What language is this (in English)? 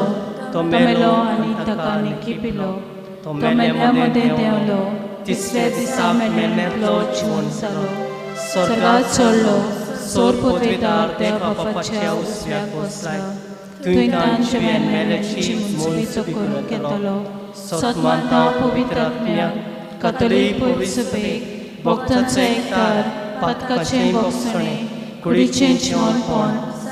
Konkani